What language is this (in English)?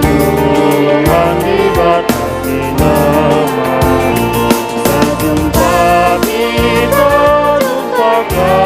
Batak Karo